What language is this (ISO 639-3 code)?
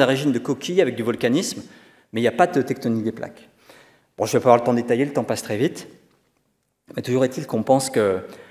fra